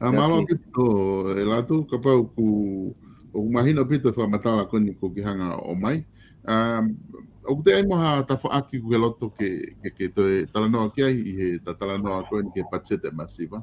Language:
Tongan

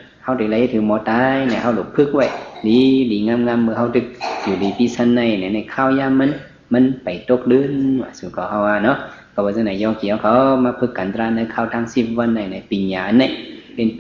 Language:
Shan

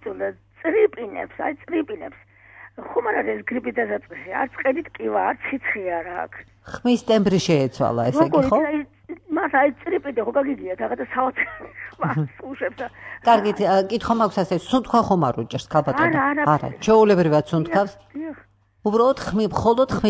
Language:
Georgian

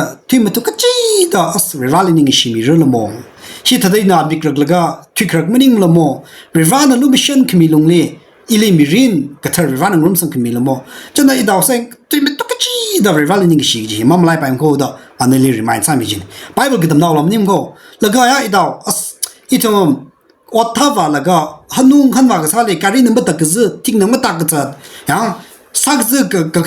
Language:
Tangkhul Naga (India)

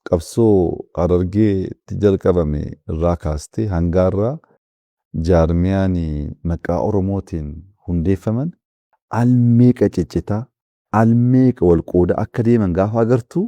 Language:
Oromo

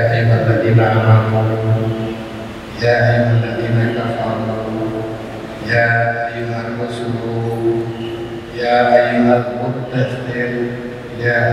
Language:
Indonesian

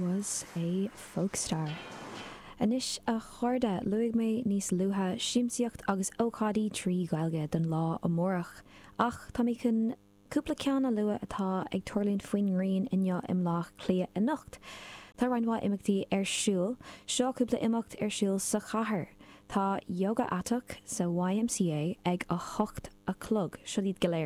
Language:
Irish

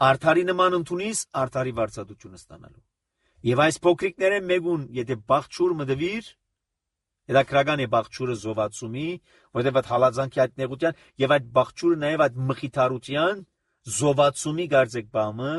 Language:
Armenian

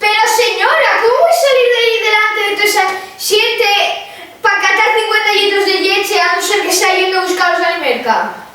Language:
Asturian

